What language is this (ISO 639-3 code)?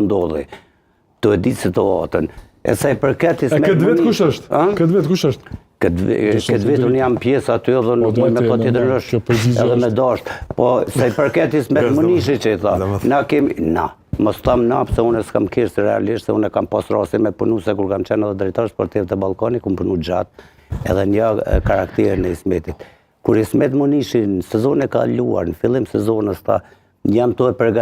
sqi